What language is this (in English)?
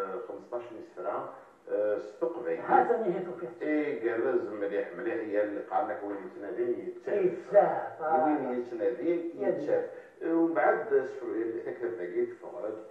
Kabyle